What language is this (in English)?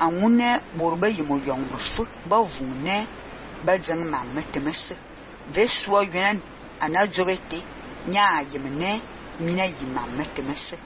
Fang